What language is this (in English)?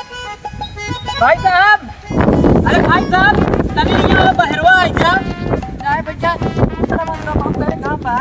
Awadhi